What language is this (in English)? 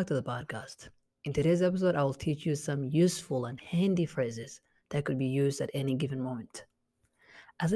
English